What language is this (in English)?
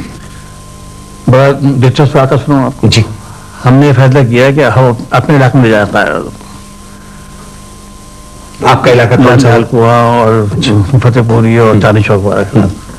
Urdu